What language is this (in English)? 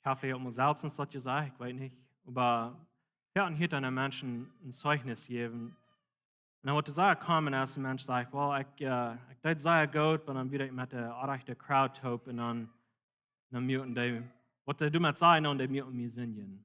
Plautdietsch